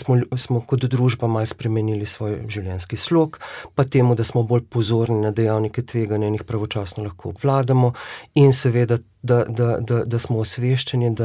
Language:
Slovenian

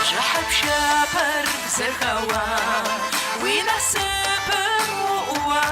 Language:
Kabardian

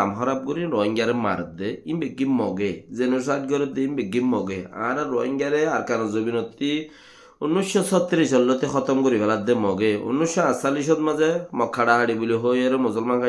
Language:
Rohingya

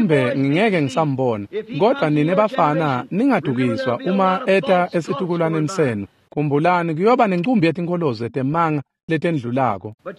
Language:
Swati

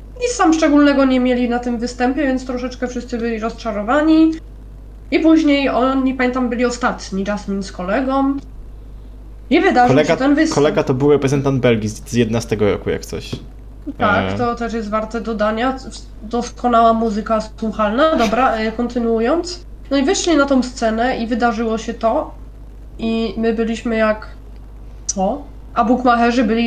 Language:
Polish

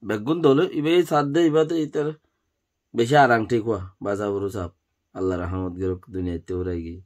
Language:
Rohingya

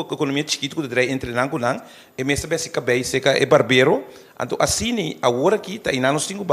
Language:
Papiamento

